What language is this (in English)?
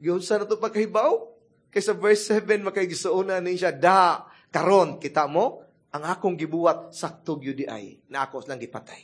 Cebuano